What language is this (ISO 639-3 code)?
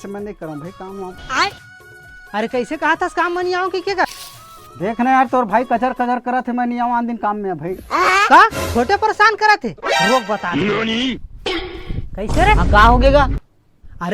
hne